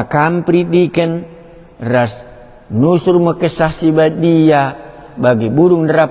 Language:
Batak Karo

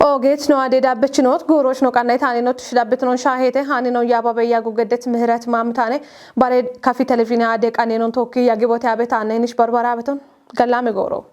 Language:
Kafa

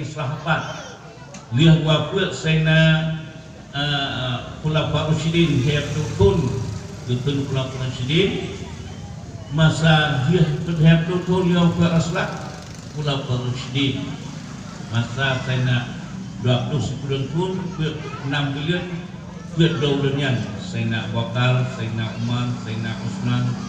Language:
Achinese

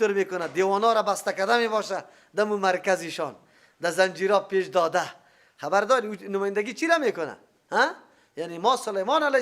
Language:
Persian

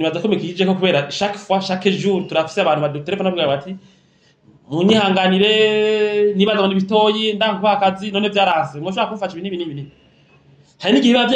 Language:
Rundi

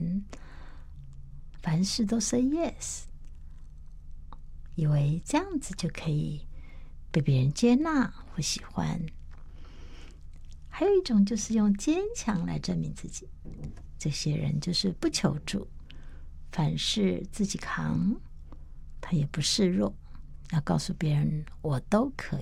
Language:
Chinese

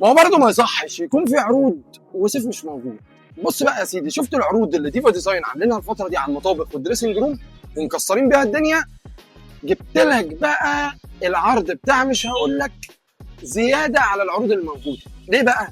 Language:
Egyptian Arabic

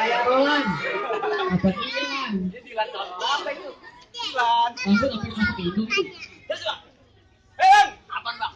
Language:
Betawi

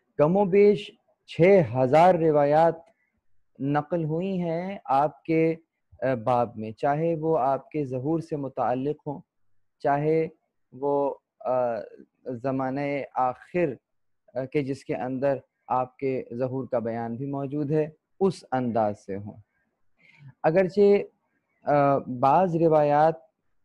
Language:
Urdu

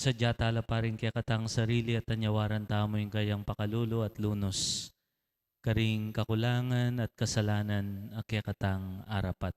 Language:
Pampanga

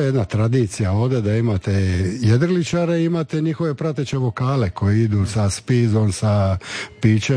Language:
Croatian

